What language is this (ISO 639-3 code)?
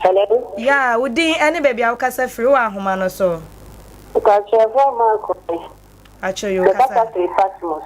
aka